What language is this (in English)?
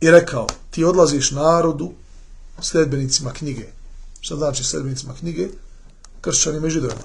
Bosnian